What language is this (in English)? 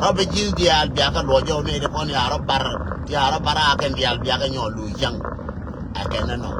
Nuer